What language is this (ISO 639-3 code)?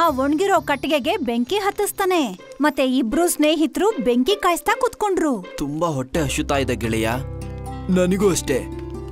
kan